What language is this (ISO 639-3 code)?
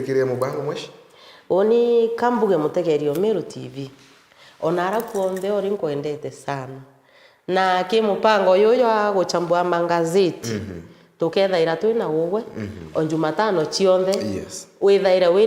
mer